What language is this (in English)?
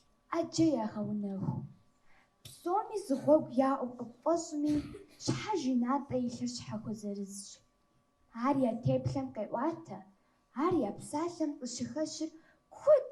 Kabardian